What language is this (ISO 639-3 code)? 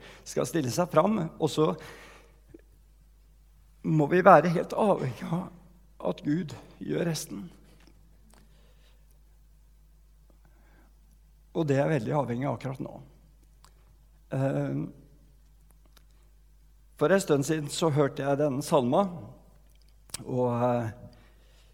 nor